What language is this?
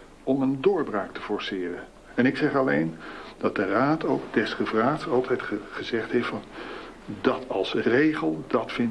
Dutch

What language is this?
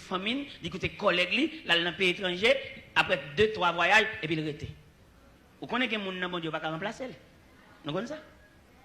Haitian Creole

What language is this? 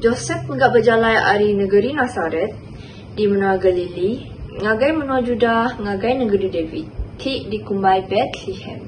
Iban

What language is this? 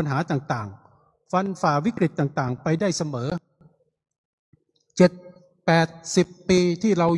Thai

